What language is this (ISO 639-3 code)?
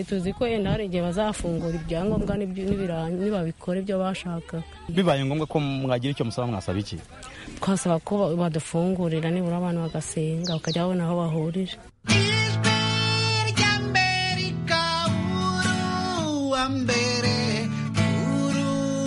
kin